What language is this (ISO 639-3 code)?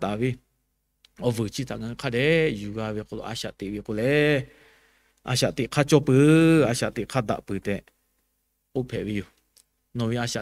lhu